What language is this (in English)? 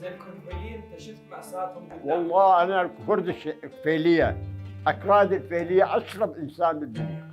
Mesopotamian Arabic